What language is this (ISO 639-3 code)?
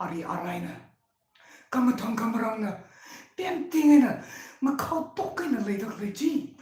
nmf